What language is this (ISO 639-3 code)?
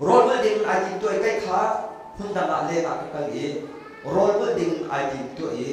cnh